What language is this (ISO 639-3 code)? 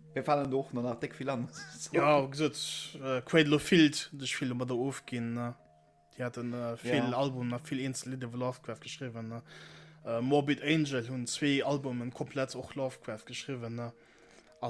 ltz